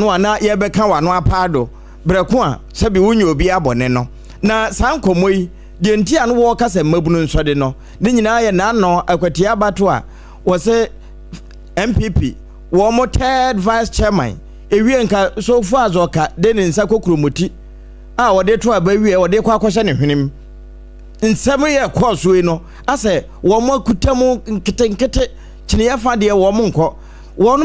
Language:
Akan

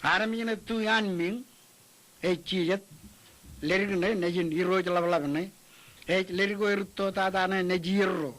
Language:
Marshallese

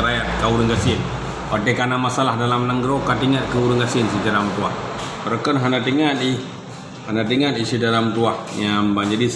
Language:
Achinese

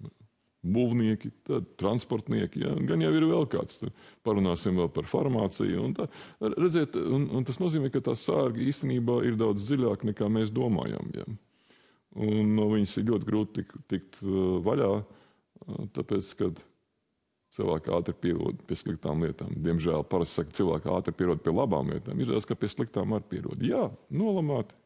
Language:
Latvian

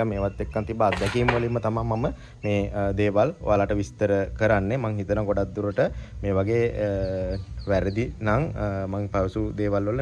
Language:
Sinhala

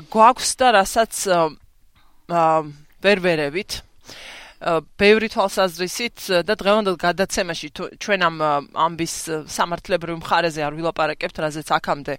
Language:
Georgian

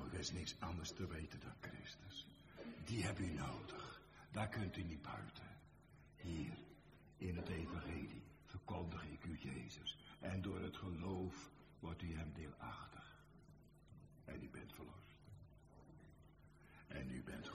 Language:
Dutch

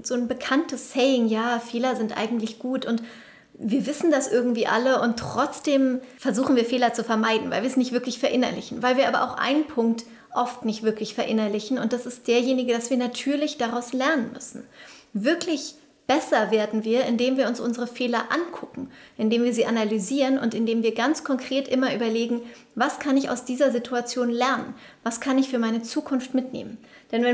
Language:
German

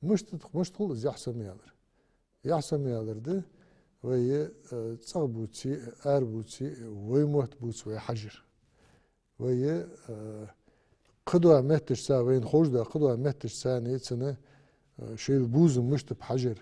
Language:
Ingush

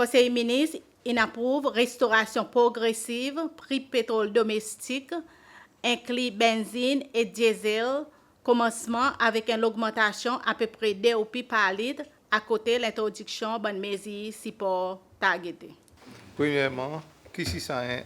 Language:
Seselwa Creole French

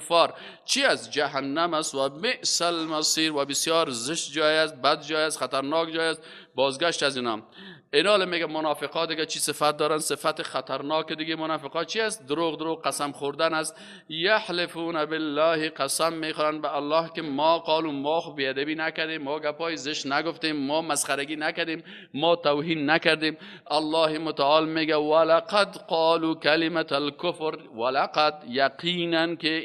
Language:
Persian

